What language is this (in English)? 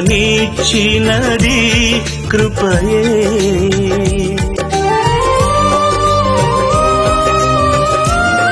Telugu